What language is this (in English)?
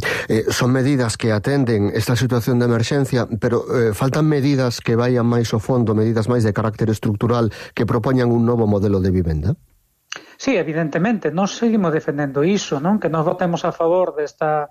Galician